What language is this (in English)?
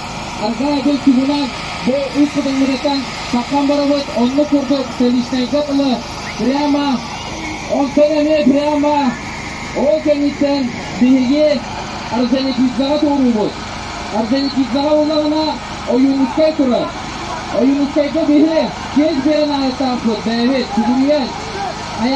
Yakut